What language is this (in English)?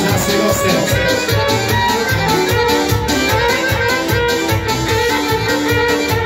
Croatian